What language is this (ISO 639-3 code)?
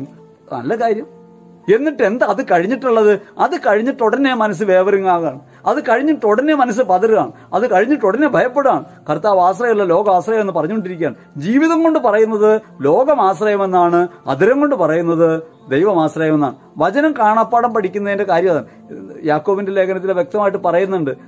mal